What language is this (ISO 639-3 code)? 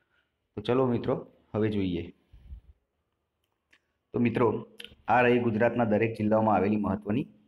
guj